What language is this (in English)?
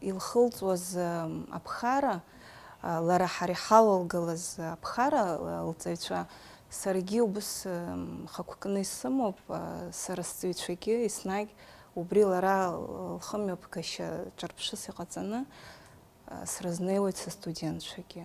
Abkhazian